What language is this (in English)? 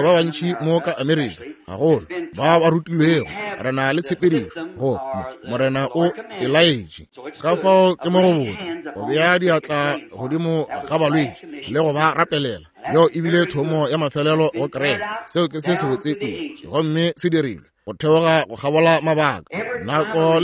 Northern Sotho